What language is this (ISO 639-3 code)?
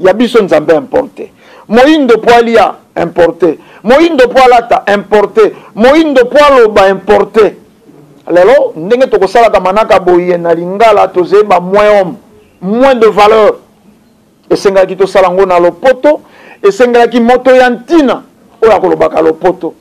lin